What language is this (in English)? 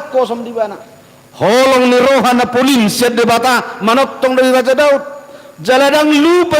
Batak Toba